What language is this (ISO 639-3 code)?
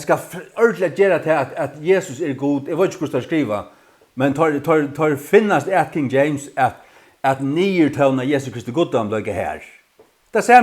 fao